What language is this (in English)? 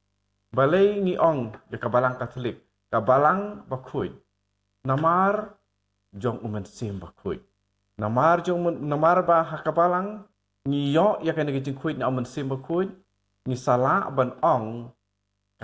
Khasi